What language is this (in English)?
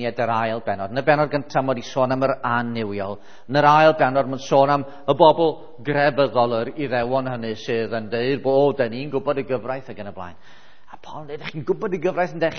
Welsh